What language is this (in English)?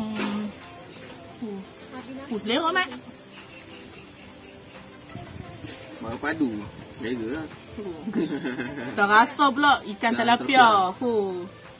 Malay